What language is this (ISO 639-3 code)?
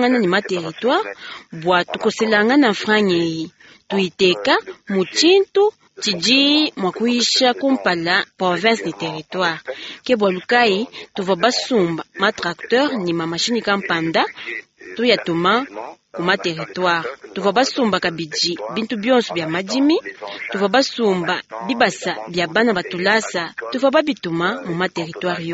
lua